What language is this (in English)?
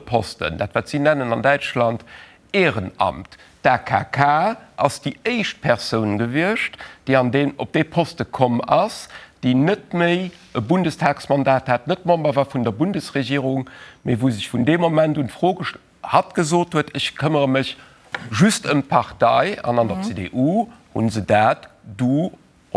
Luxembourgish